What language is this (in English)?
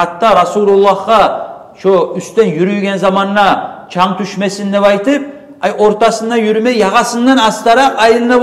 Kumyk